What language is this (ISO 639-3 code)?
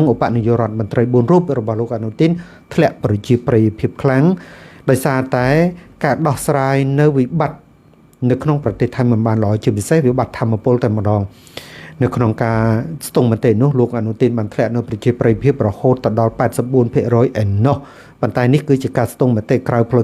khm